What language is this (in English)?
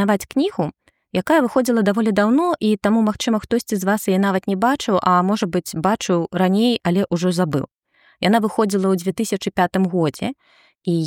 Belarusian